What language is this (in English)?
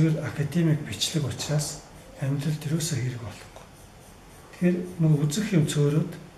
Mongolian